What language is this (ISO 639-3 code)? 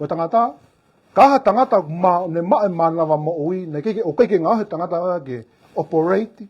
ton